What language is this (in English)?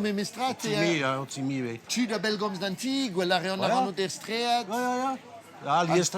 Breton